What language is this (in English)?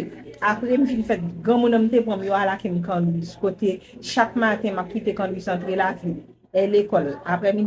Haitian Creole